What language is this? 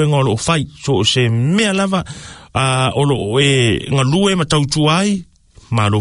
Samoan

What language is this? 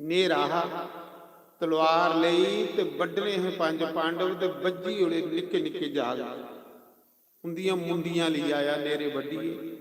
Dogri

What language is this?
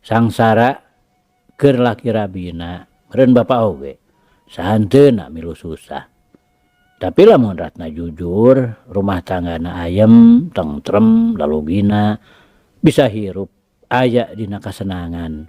Sundanese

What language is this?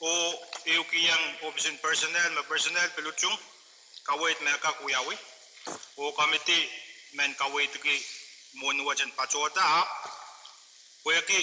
Pohnpeian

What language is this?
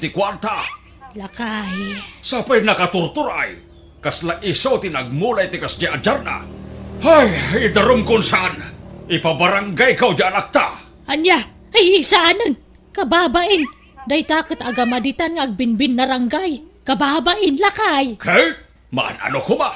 Iloko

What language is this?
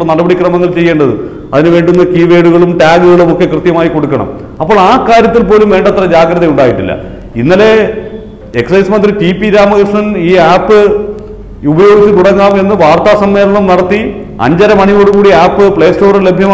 Malayalam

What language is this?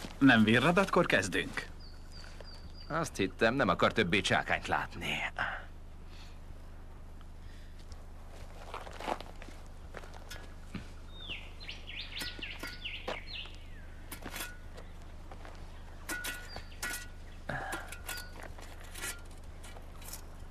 Hungarian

